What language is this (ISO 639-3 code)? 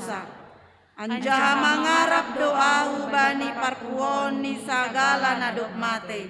bts